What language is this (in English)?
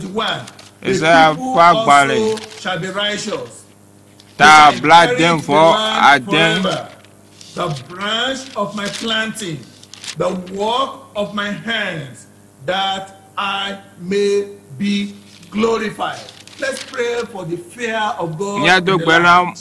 Ewe